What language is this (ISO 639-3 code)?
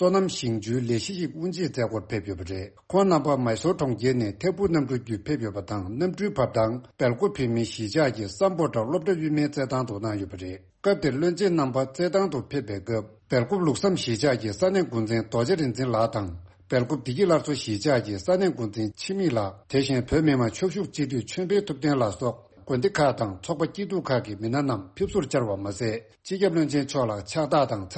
bod